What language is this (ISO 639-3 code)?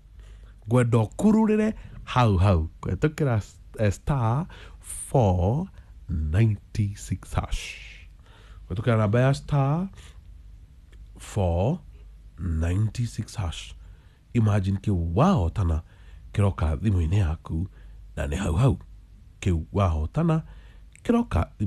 kik